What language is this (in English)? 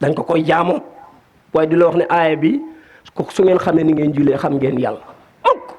Wolof